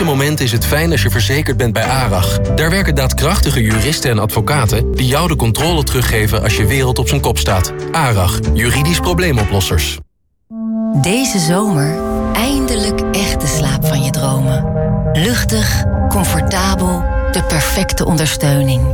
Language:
Dutch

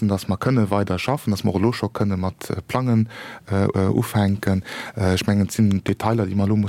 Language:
Luxembourgish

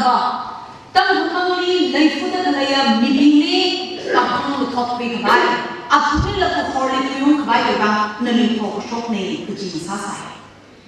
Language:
Tangkhul Naga (India)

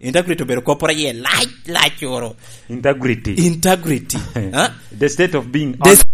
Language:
Lango (Uganda)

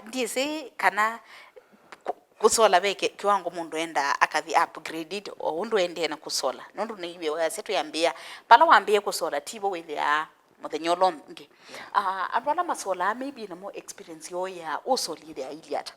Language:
Kamba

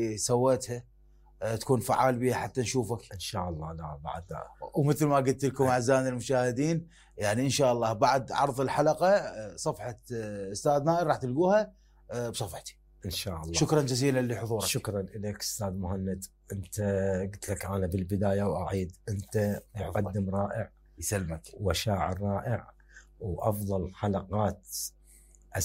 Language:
Mesopotamian Arabic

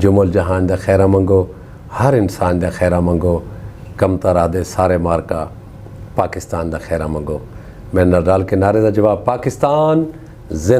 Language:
Saraiki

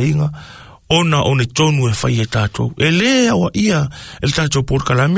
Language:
Samoan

